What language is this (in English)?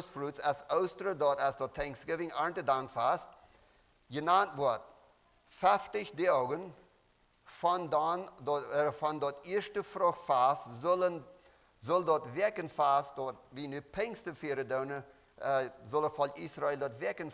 Plautdietsch